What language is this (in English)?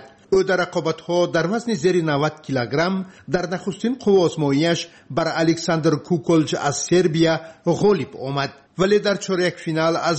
Tajik